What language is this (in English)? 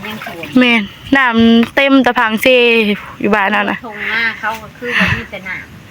Northeastern Thai